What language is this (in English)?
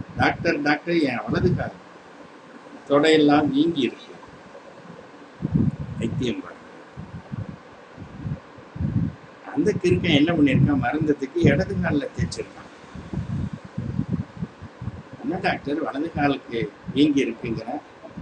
Tamil